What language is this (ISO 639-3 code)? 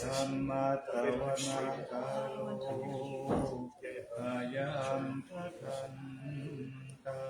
pli